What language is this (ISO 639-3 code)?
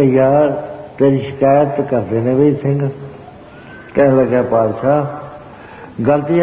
pan